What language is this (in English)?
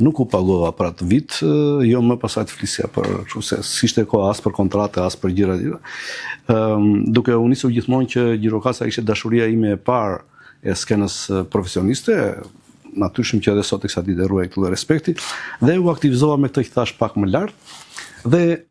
Albanian